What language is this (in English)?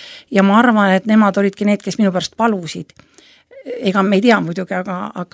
Estonian